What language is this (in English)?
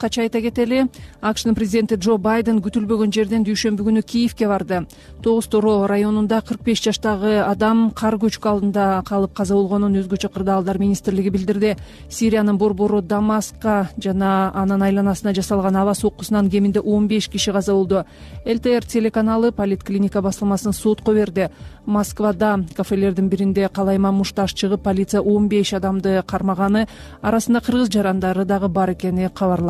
Kyrgyz